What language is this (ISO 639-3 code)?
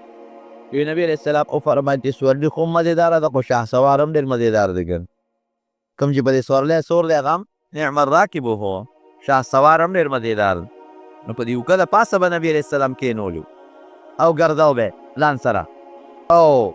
pus